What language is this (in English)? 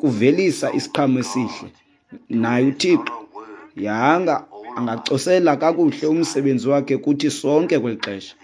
Xhosa